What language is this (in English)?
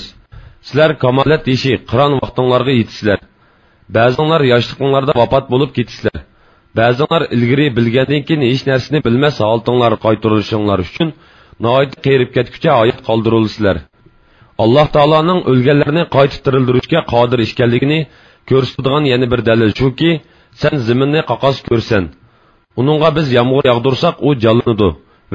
Uyghur